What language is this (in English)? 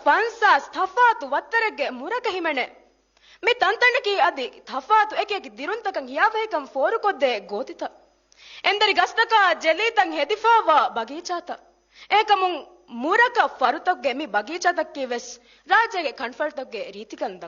Divehi